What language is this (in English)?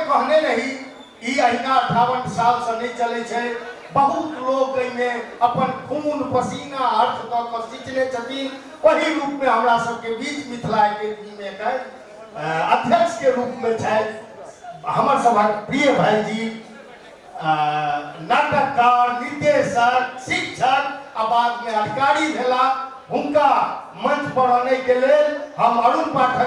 Maithili